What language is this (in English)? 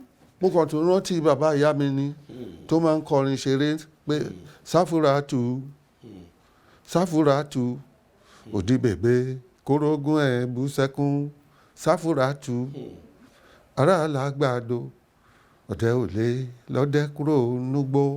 Yoruba